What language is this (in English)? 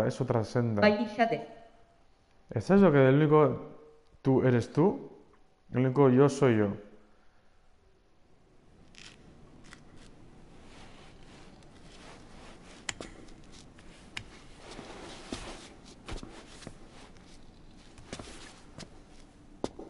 Basque